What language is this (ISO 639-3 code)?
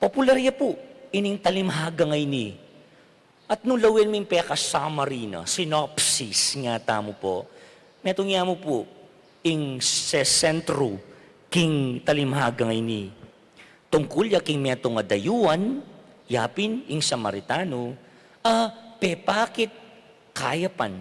pam